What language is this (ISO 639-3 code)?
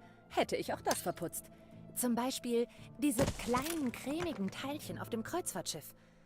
bar